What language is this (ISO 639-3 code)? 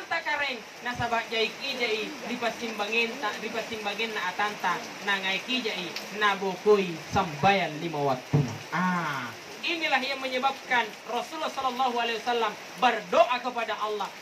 mak